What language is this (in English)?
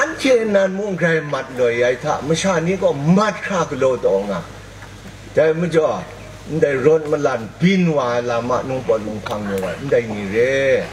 Kachin